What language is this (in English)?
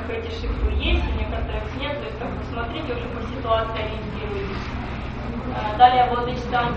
Russian